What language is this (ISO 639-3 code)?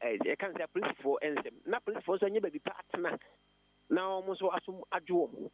aka